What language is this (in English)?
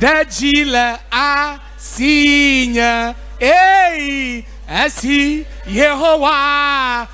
Ewe